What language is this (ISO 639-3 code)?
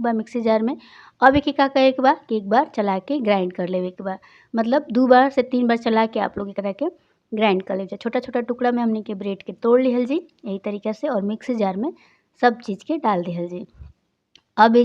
bho